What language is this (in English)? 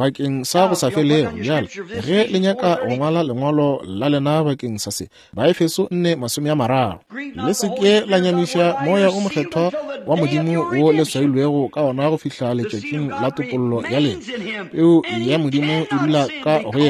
Northern Sotho